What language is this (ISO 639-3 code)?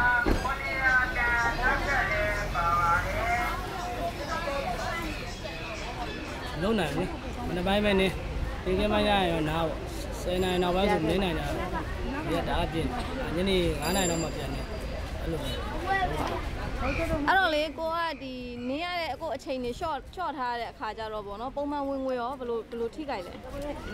mya